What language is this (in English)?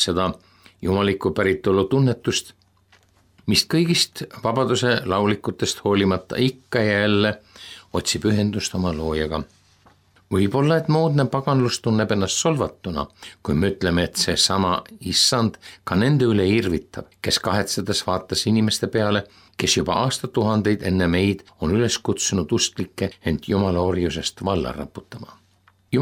Estonian